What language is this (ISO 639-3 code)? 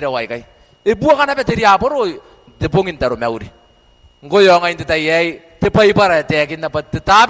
gil